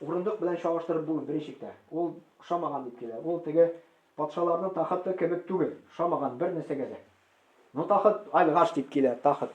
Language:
Tatar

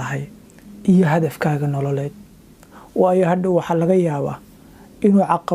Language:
Somali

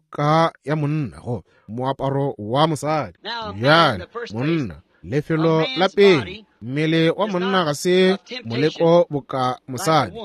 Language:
Northern Sotho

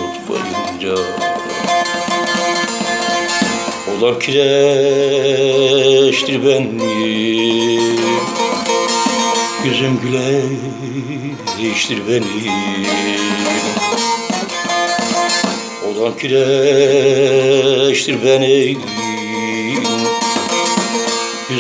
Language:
Turkish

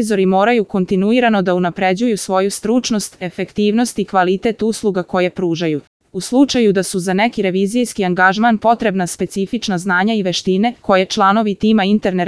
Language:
Serbian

